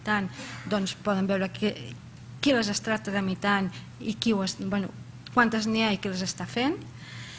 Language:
Catalan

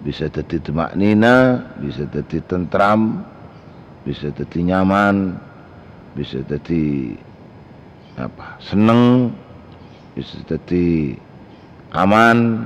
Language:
Madurese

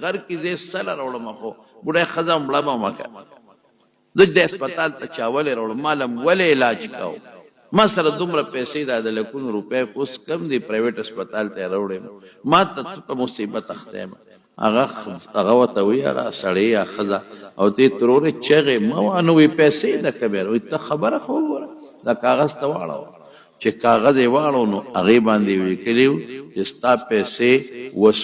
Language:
Pashto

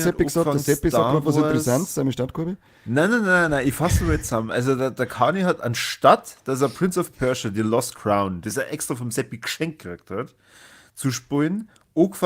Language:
Bavarian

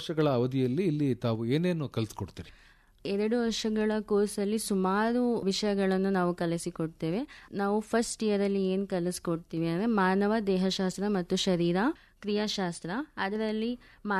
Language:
Kannada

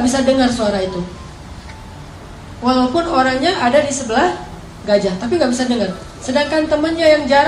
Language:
Indonesian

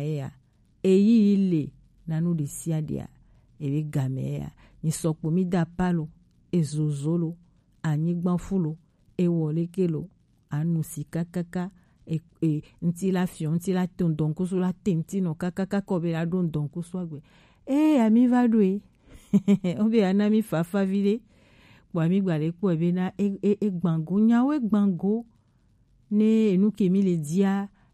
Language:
Gen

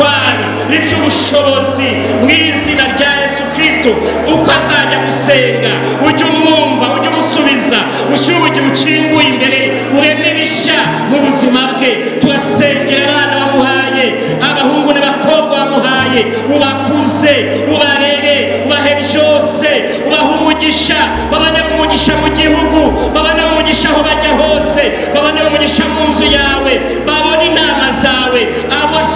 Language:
Kinyarwanda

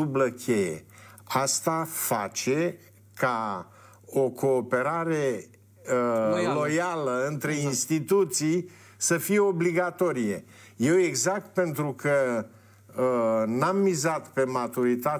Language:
Romanian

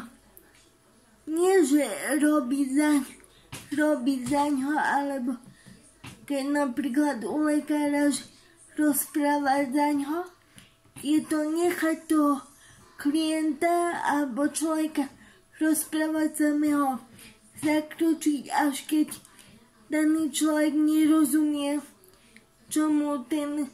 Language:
Slovak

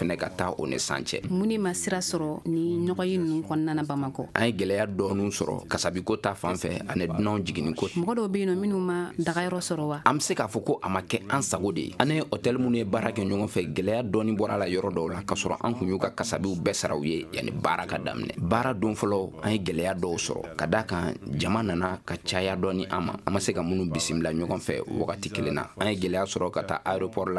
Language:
Bambara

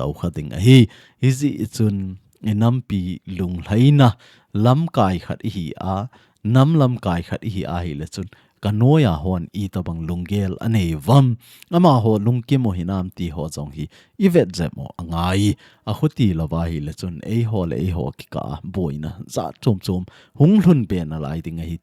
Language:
Thado Chin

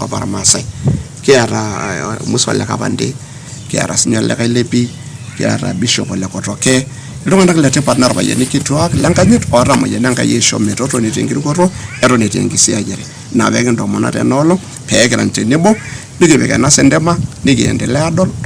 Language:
Masai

